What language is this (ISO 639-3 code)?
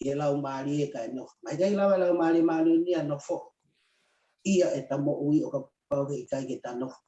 ton